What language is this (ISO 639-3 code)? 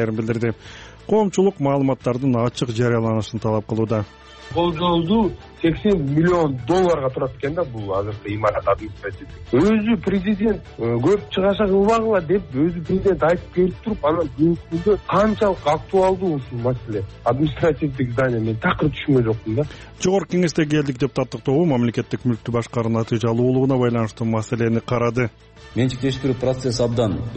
kir